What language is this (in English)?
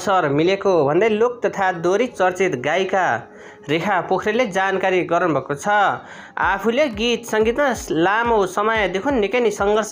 Nepali